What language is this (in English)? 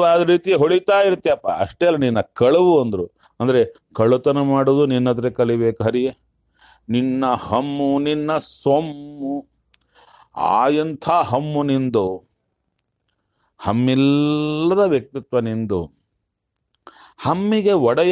Kannada